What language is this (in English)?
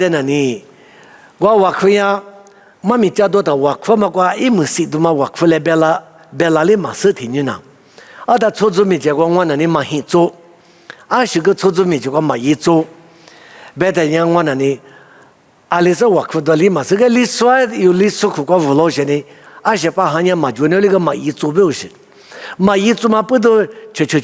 Lisu